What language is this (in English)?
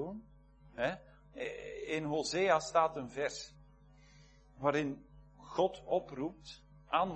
Dutch